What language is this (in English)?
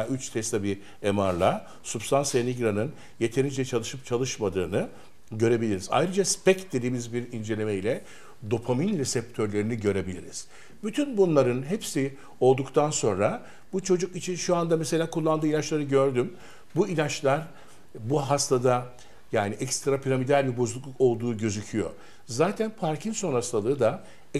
Turkish